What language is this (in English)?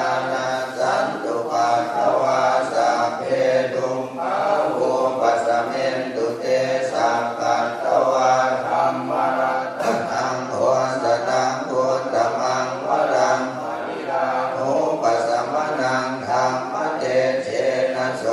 Pali